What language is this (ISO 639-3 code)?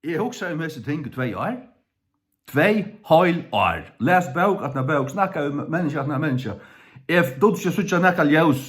fao